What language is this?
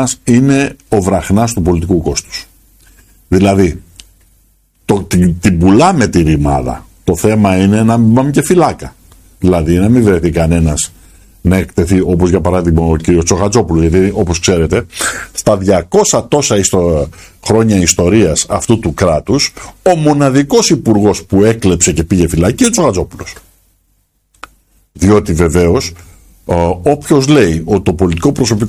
Greek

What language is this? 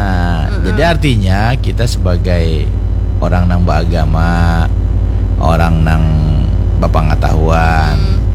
Banjar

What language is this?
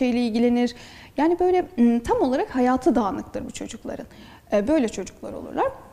Turkish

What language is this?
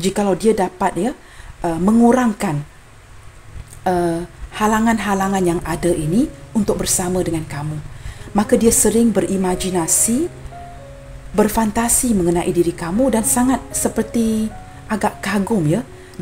Malay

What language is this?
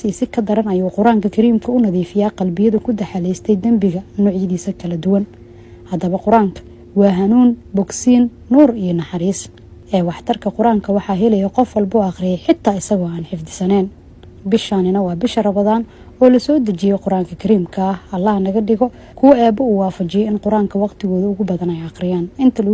Somali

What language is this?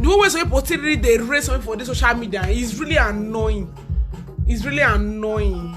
Nigerian Pidgin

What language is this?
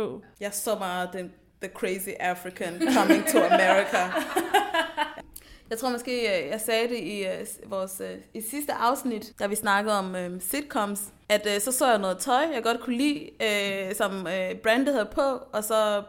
Danish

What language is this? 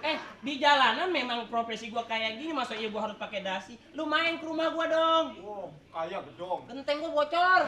Betawi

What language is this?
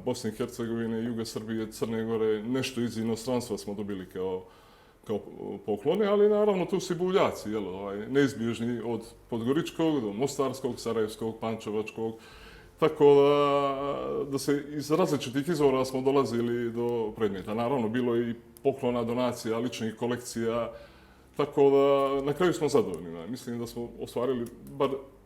Bosnian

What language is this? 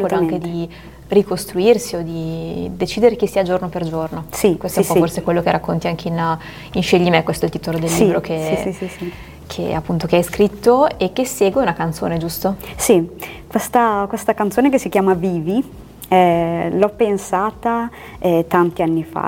Italian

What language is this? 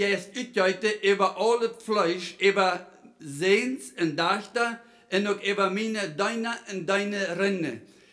Plautdietsch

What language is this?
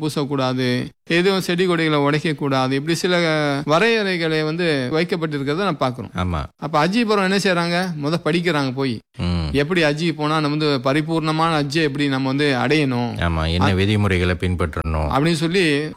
Tamil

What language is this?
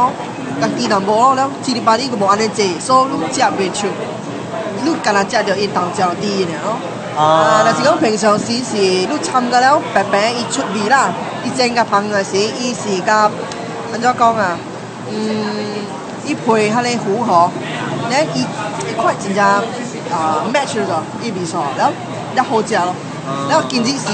Min Nan Chinese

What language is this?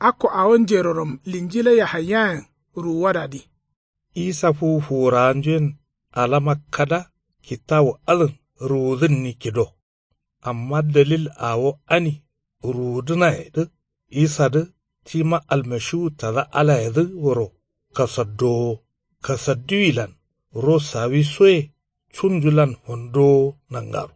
Kanuri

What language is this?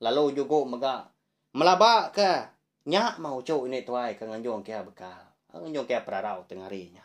Iban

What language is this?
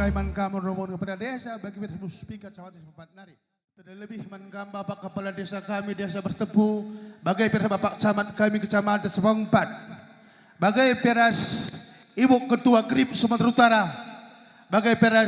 Batak Karo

